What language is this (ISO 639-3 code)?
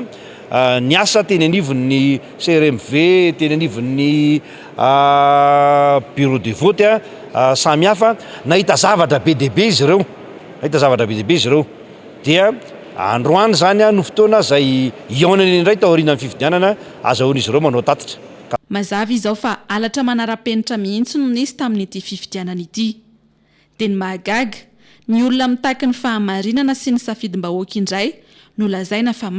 mlg